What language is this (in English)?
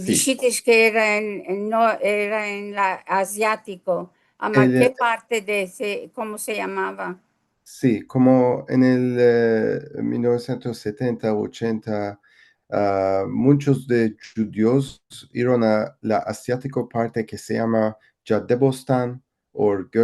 Ladino